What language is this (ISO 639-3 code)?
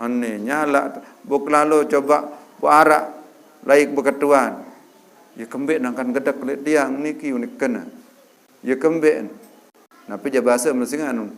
sas